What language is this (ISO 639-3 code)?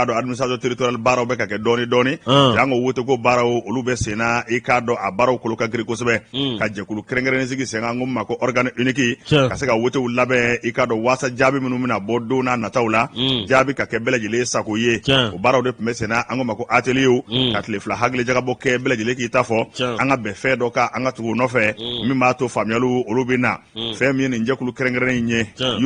bam